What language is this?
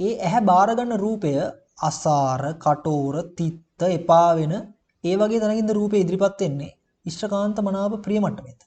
Sinhala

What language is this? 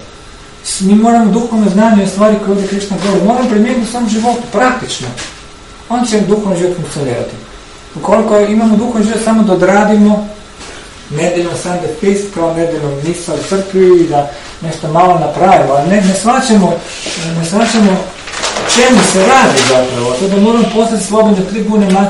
Croatian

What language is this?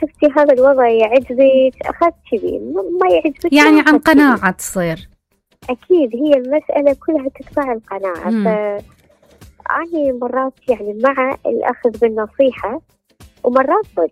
Mesopotamian Arabic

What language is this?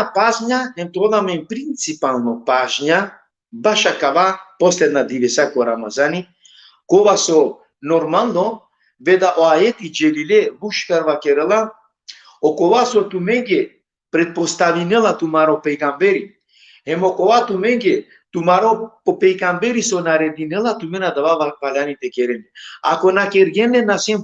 Balkan Romani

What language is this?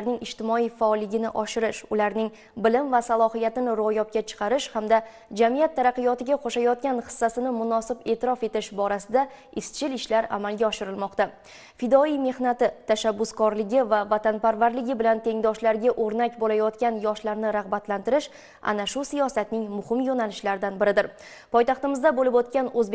Uzbek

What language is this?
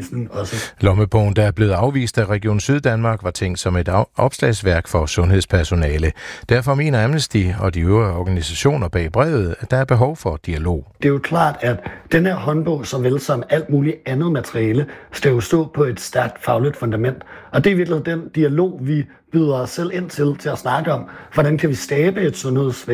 Danish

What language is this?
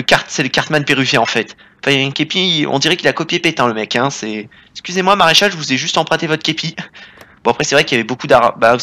French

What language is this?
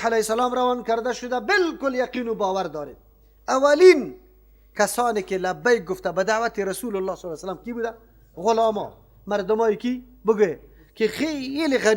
Persian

